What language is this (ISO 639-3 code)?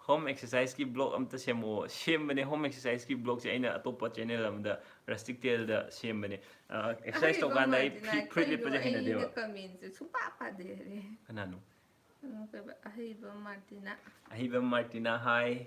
mni